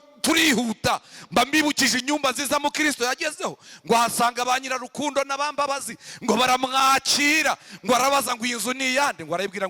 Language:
Kinyarwanda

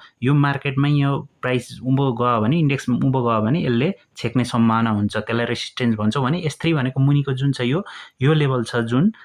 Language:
Nepali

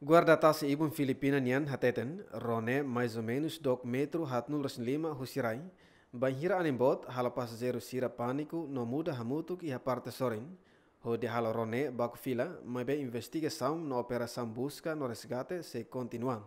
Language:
Tetum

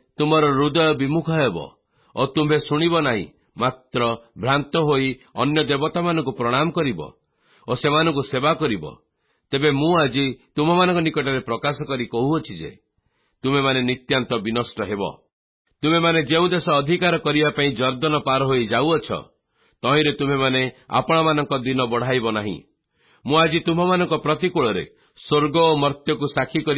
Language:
Odia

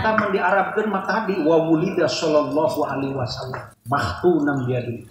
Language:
Sundanese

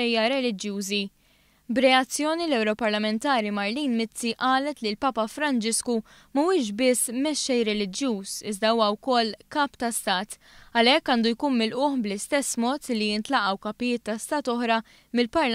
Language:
Maltese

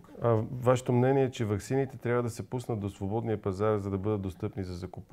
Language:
Bulgarian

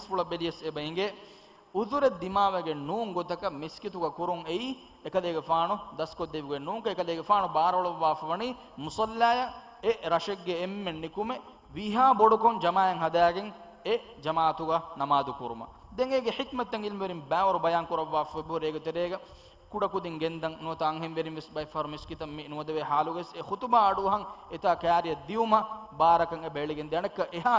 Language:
Divehi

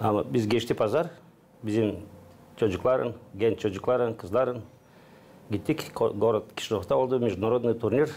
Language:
Gagauz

